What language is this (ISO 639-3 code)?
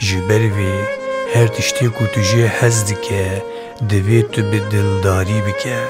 kur